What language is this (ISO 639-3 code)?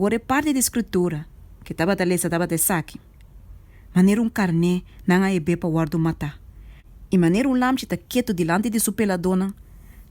pap